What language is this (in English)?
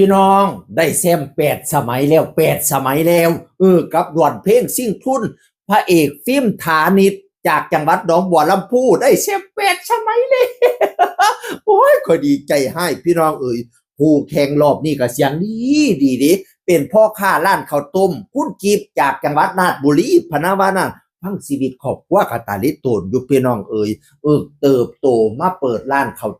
Northeastern Thai